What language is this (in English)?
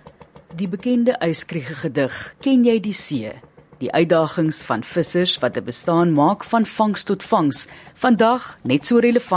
Afrikaans